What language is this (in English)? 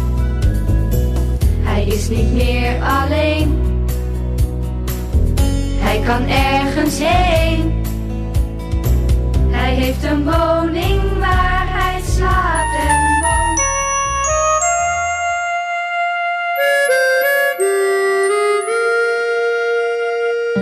Dutch